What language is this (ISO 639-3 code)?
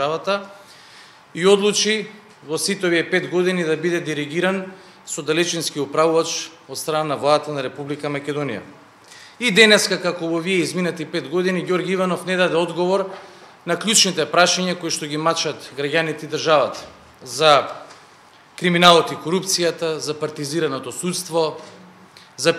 mkd